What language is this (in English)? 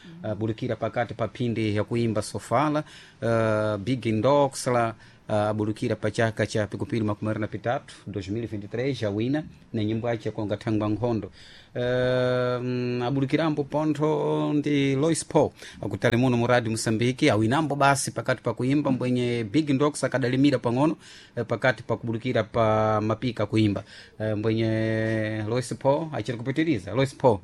Sena